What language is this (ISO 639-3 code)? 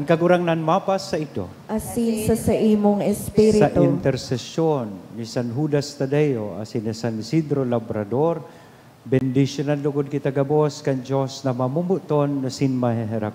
bik